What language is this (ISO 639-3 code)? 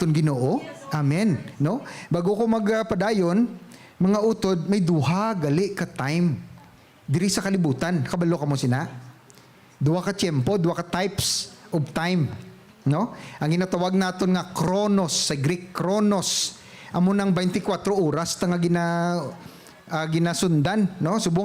hil